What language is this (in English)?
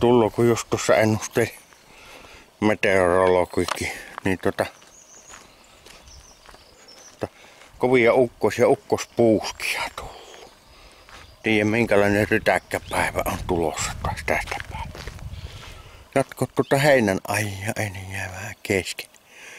Finnish